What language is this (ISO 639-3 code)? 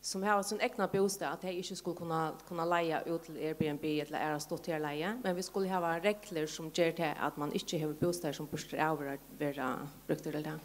fao